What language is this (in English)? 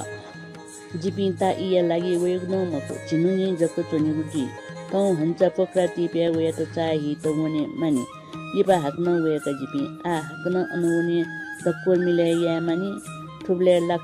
Newari